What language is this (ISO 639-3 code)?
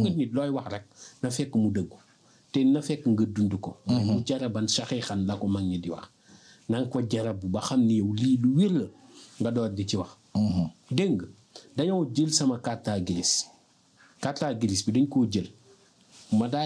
wol